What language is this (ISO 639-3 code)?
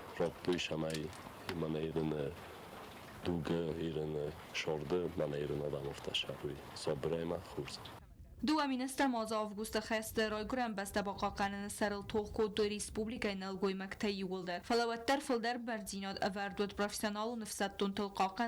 oss